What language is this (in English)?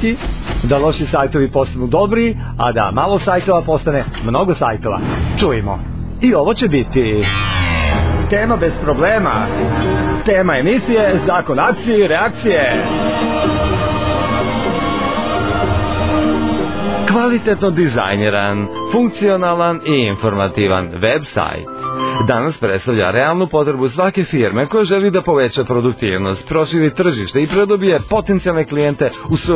Serbian